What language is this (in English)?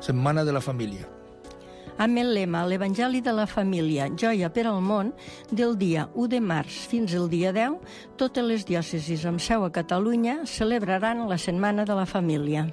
Catalan